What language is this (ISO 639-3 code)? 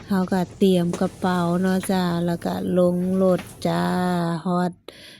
lao